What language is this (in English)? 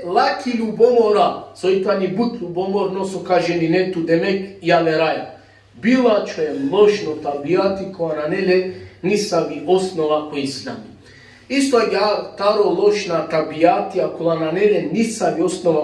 Balkan Romani